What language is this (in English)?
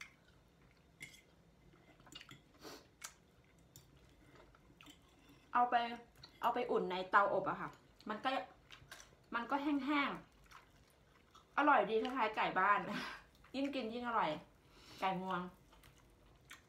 Thai